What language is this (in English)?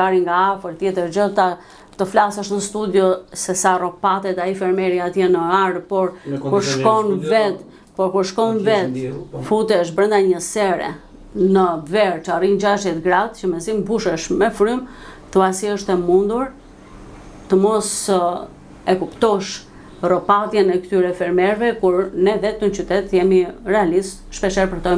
Albanian